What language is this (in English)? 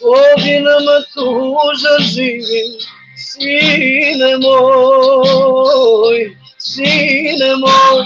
Balkan Romani